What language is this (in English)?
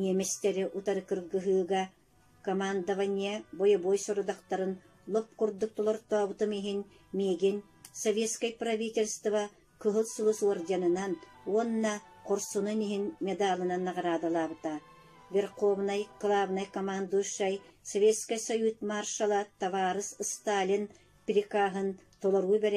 Yakut